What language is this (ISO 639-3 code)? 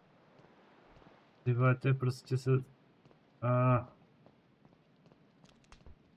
ces